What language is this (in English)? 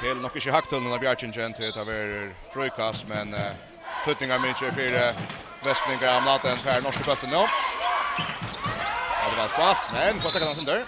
Faroese